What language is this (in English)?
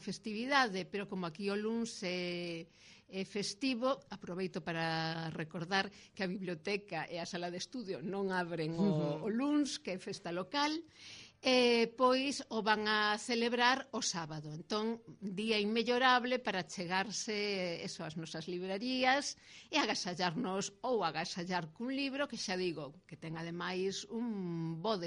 Galician